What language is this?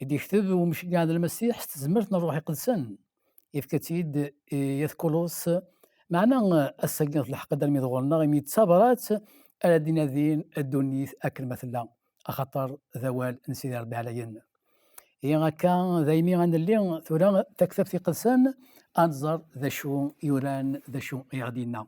Kabyle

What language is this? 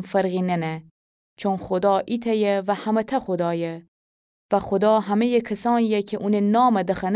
Gilaki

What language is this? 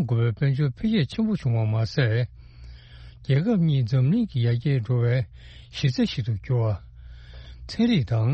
Tibetan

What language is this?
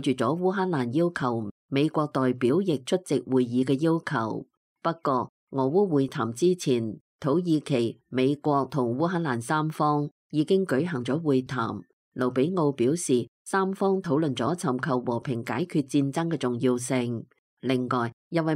Cantonese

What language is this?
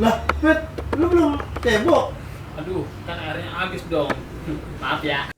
Betawi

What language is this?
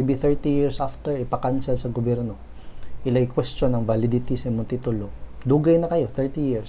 Cebuano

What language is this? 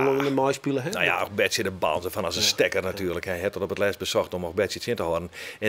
Western Frisian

